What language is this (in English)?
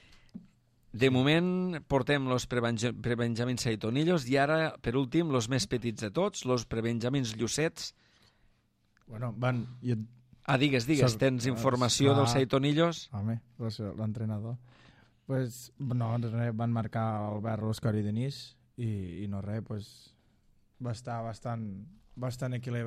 Catalan